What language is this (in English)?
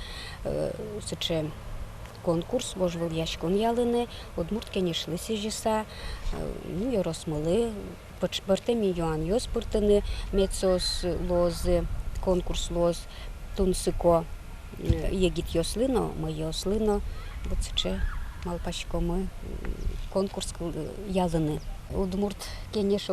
Udmurt